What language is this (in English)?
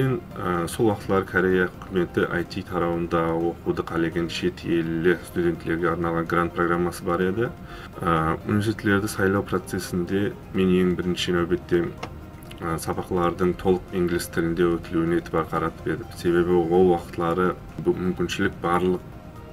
Kara-Kalpak